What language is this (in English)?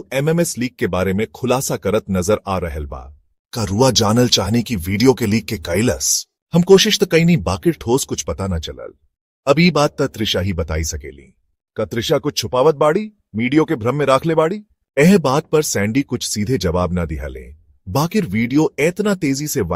Bhojpuri